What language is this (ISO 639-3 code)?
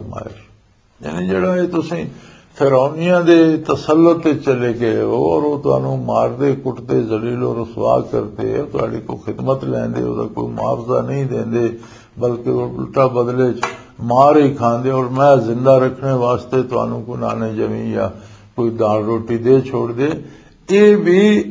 lah